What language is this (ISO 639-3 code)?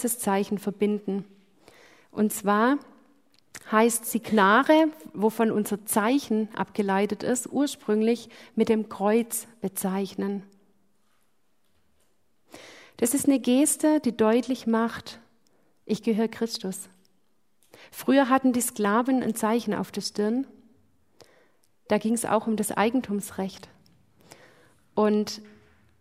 deu